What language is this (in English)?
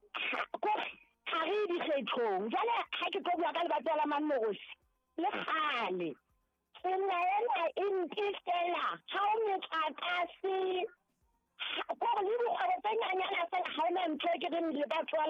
Southern Sotho